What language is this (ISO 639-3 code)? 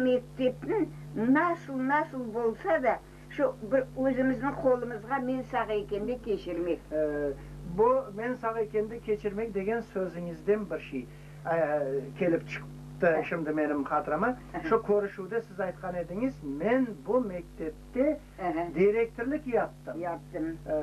crh